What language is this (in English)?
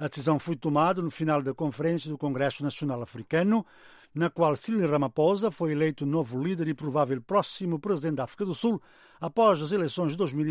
Portuguese